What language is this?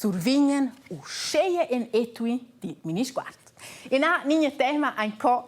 Romansh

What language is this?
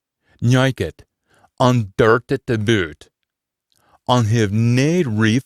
Scots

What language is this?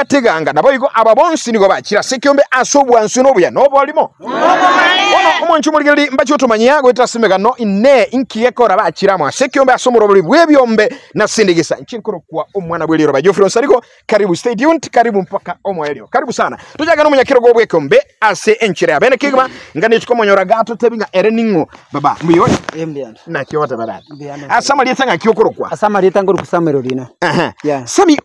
Gusii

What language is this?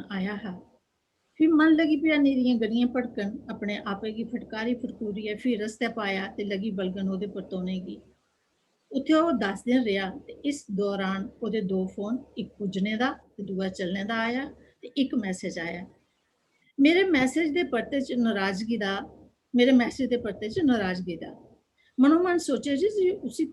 Dogri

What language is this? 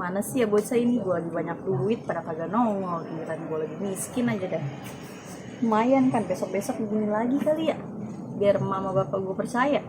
Betawi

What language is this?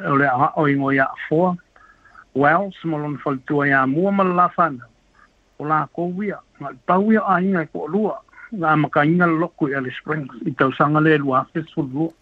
Samoan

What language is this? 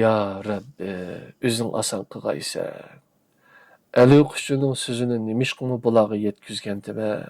Uyghur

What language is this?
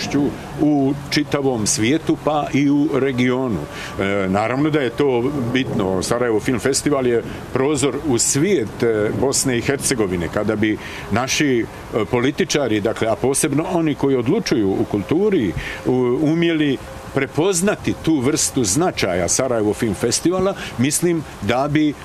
Bosnian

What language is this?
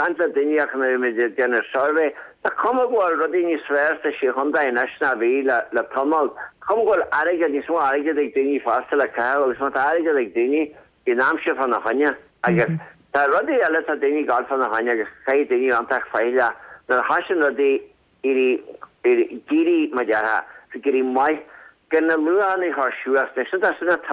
Irish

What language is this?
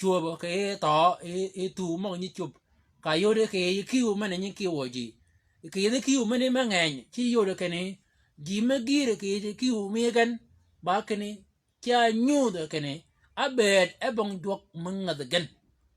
Shilluk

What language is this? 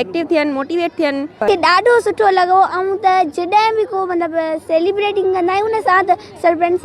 Sindhi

